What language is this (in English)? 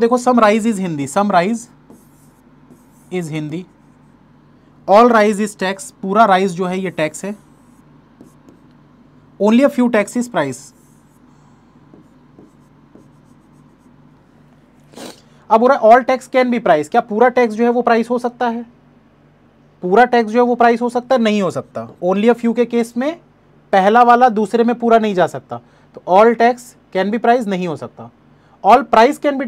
Hindi